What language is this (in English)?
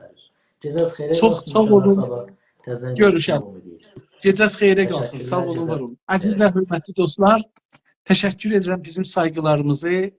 South Azerbaijani